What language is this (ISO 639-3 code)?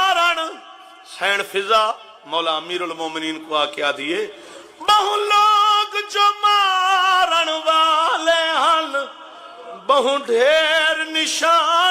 skr